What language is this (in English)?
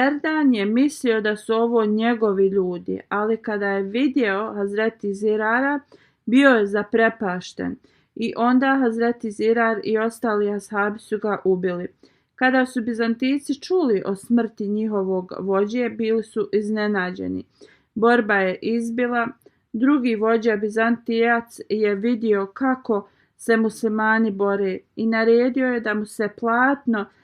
Bosnian